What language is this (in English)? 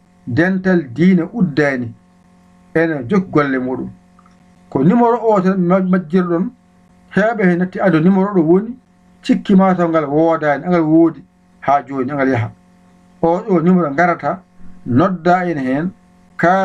Fula